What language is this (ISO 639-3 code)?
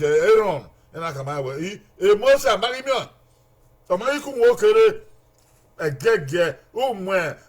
bin